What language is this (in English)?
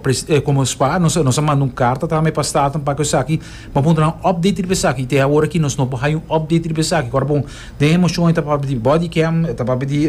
Papiamento